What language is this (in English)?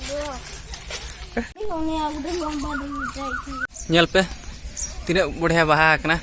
Santali